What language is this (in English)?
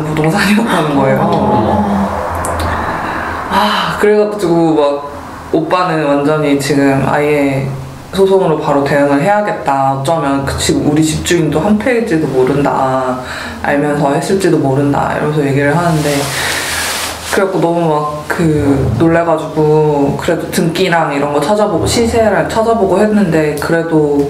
Korean